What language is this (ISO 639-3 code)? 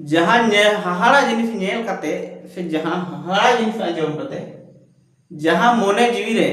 sat